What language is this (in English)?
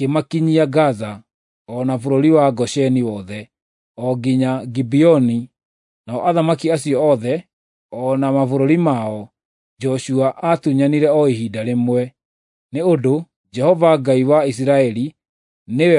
Kikuyu